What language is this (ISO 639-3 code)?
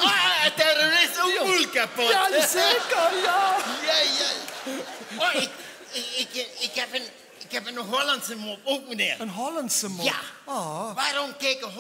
lim